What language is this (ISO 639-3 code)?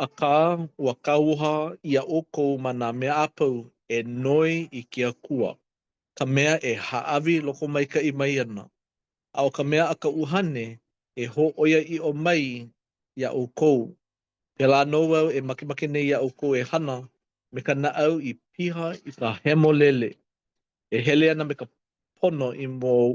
haw